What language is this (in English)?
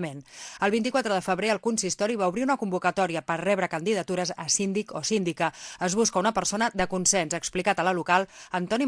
Catalan